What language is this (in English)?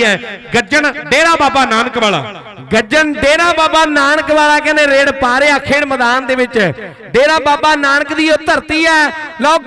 Punjabi